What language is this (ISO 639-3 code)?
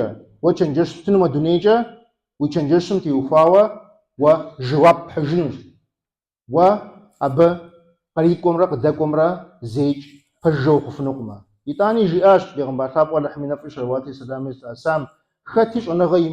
kbd